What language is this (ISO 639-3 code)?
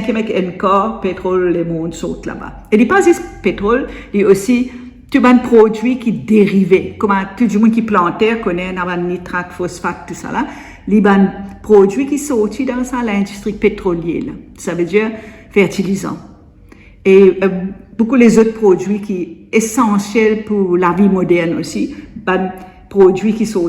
mfe